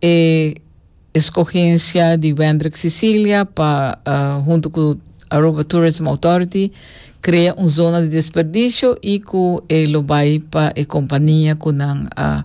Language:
Papiamento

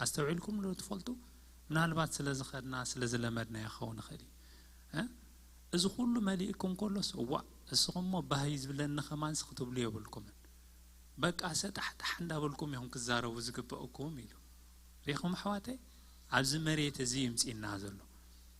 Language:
Tigrinya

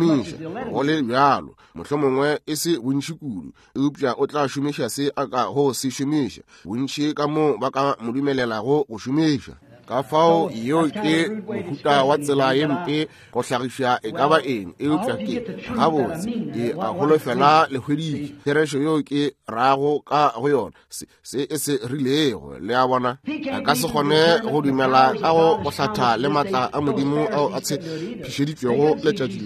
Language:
Northern Sotho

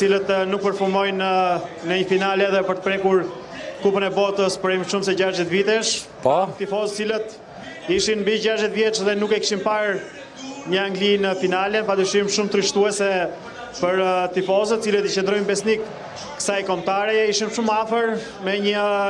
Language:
Albanian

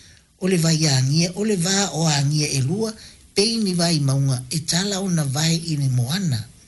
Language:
Samoan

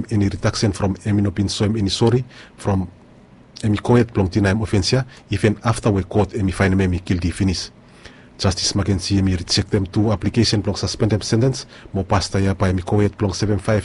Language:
Bislama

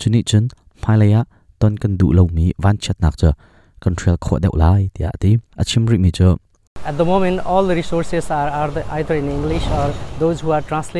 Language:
Hakha Chin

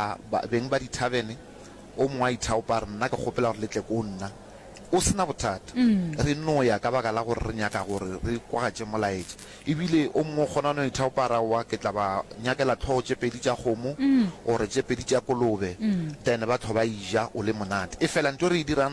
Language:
Northern Sotho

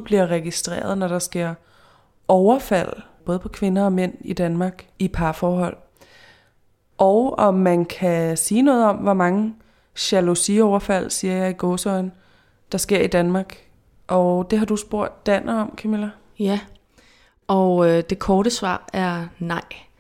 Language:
Danish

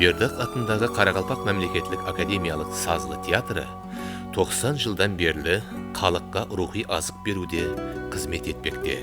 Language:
Kara-Kalpak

